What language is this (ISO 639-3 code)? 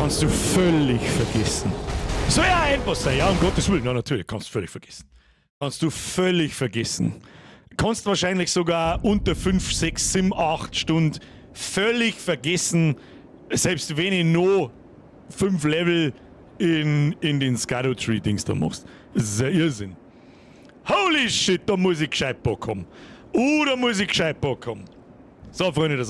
bar